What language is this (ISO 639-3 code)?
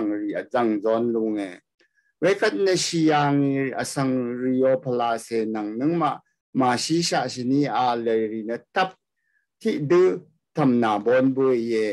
raw